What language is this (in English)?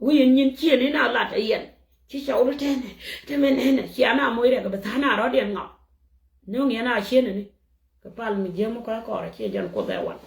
Nuer